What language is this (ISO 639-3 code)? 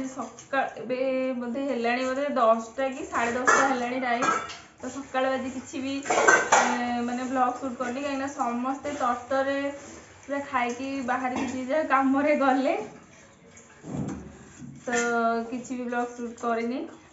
ori